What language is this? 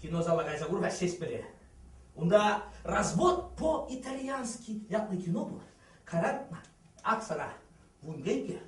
Chuvash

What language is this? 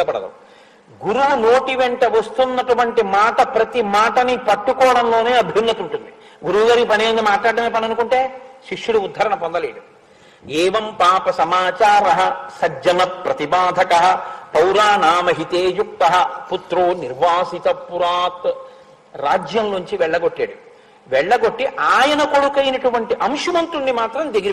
Telugu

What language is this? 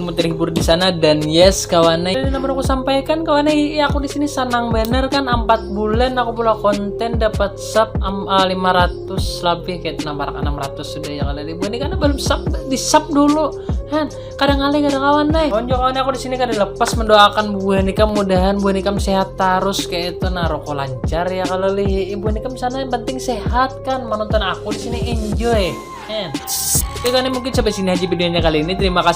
Banjar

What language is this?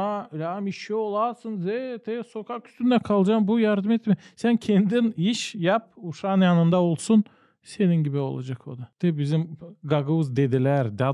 Gagauz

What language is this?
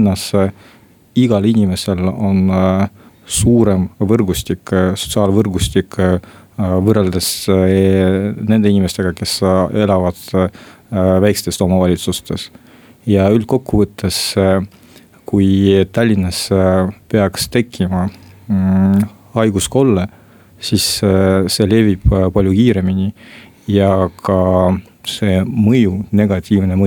Estonian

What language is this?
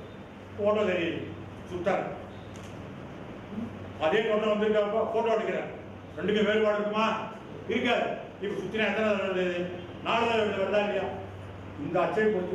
Tamil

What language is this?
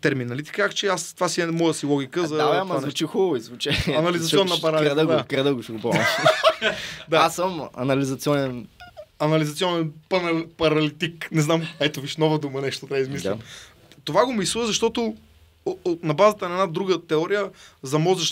Bulgarian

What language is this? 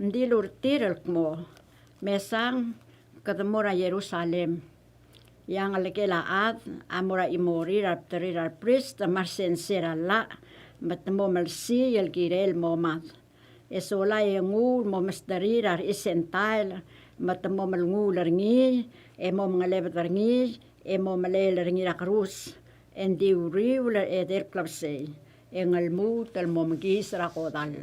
Palauan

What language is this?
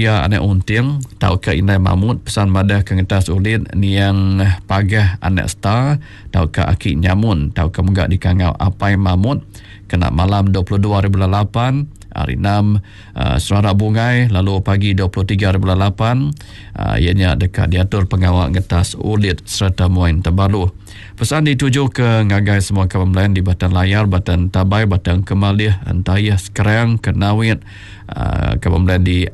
Iban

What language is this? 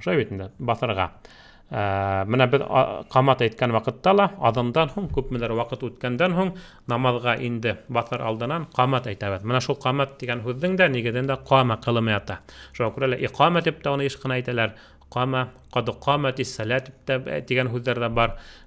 Bashkir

